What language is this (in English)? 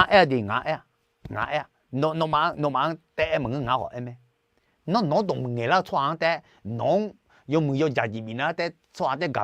Akha